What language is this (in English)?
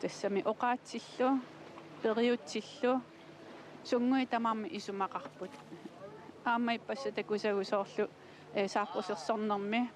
Kalaallisut